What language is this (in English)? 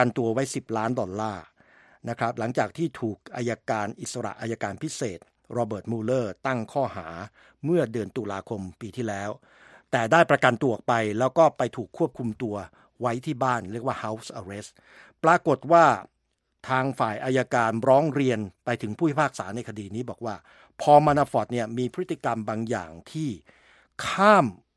Thai